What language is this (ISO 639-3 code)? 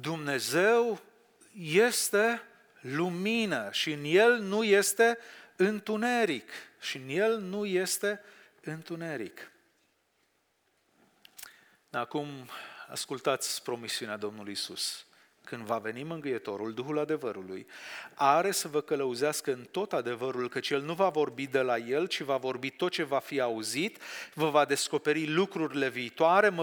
ron